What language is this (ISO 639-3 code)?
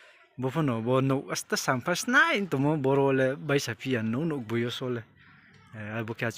ria